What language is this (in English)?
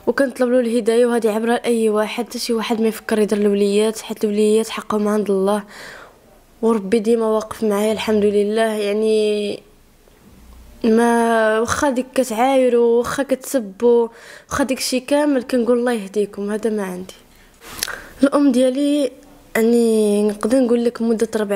Moroccan Arabic